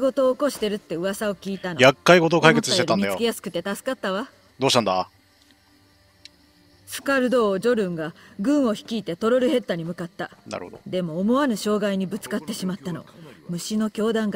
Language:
Japanese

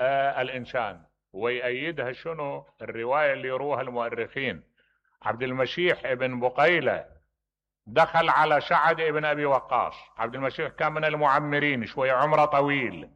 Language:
Mesopotamian Arabic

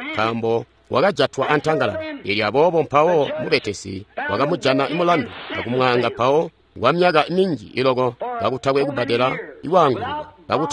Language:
Tonga (Zambia)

